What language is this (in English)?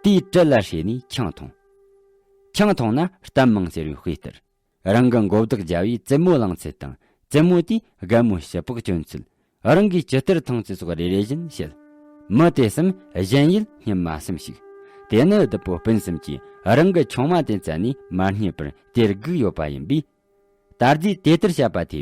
Tibetan